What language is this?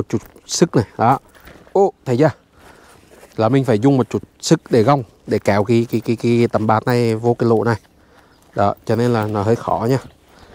Vietnamese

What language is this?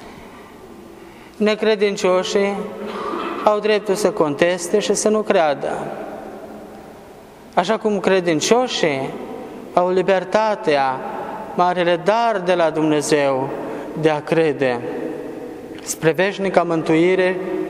Romanian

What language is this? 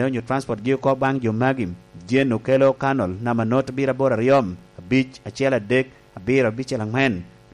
Lango (Uganda)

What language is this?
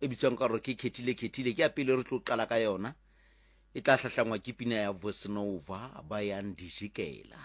Southern Sotho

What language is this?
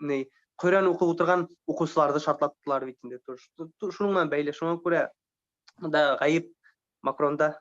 Bashkir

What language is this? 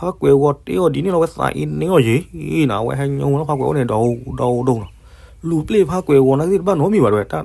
S'gaw Karen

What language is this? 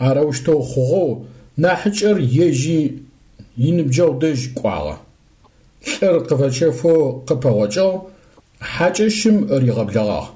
Adyghe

